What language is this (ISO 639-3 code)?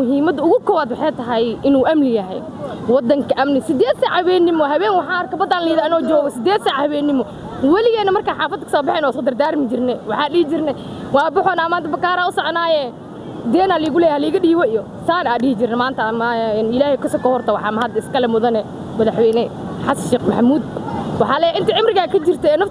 som